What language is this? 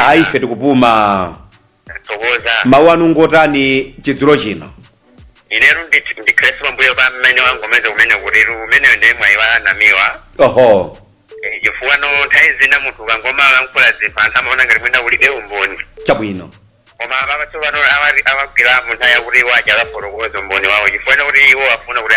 Nyanja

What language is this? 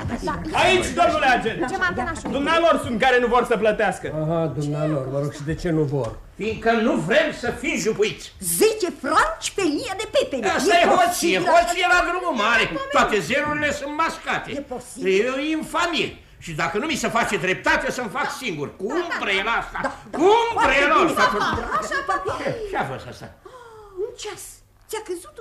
Romanian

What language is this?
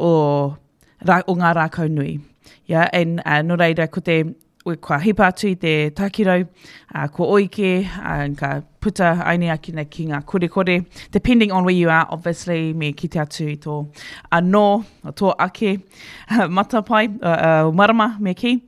Māori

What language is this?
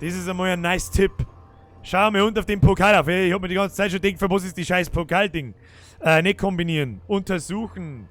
Bavarian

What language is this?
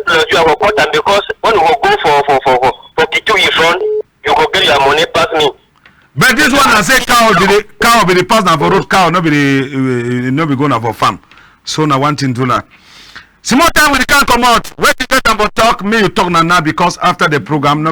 Cameroon Pidgin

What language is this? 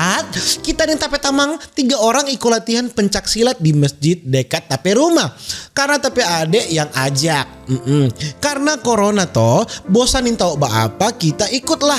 Manado Malay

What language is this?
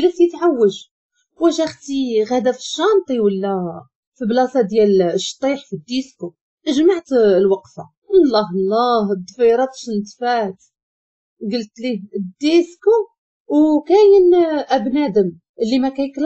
Moroccan Arabic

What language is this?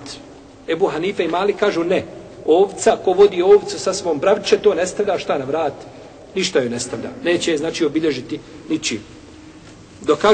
Bosnian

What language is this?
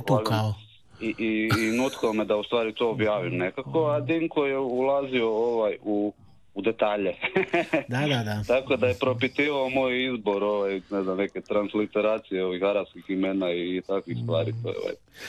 Croatian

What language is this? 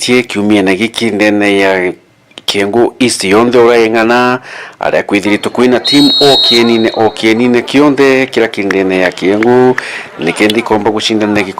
Meru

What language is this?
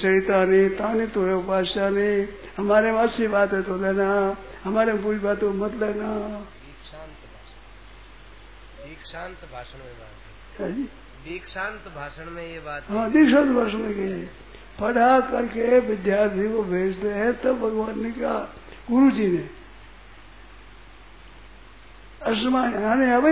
Hindi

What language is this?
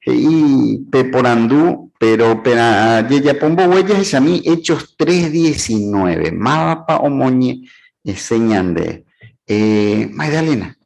Guarani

